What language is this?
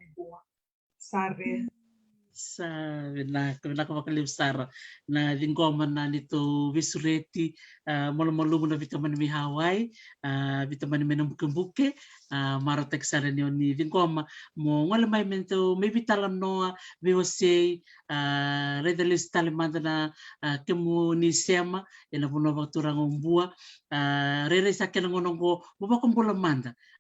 Fijian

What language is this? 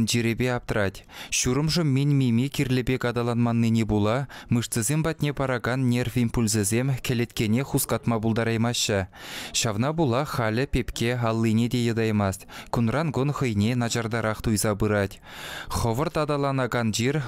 Chuvash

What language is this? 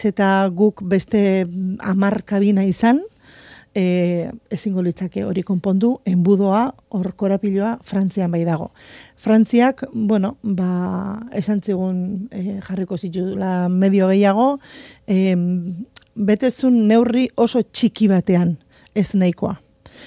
Basque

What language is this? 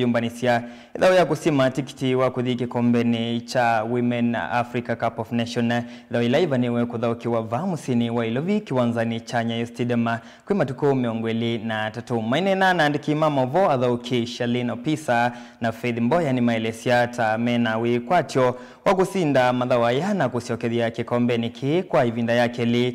Kamba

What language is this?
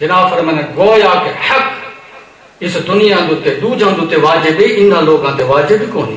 Saraiki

